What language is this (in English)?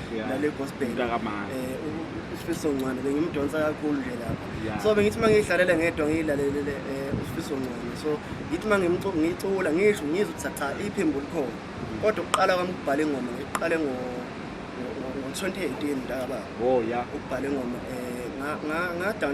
Zulu